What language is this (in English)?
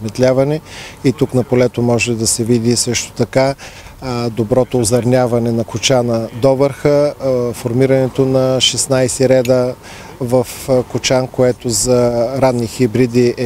Bulgarian